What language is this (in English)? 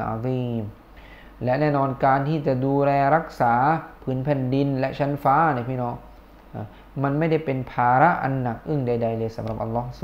Thai